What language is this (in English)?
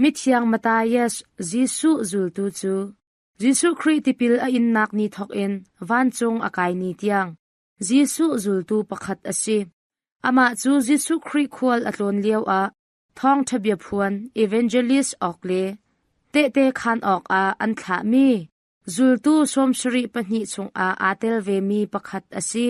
Hakha Chin